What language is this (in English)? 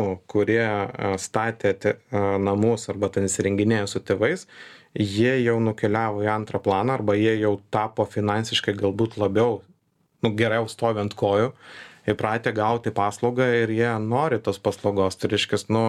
Lithuanian